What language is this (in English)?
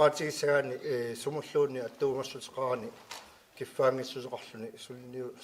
Kalaallisut